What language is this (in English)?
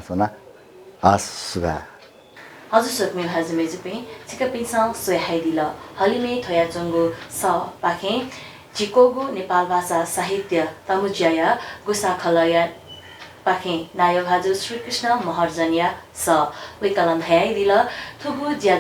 Newari